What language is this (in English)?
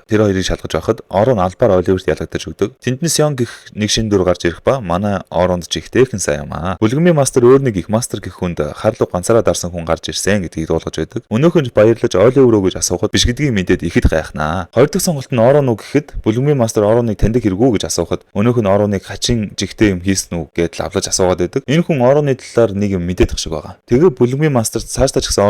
Mongolian